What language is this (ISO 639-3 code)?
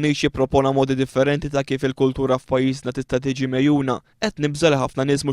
mlt